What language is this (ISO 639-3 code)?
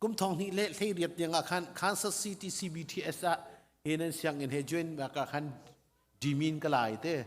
cnh